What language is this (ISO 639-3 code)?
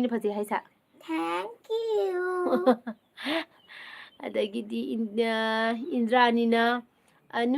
mni